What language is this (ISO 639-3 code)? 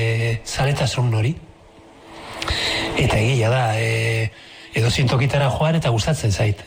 eus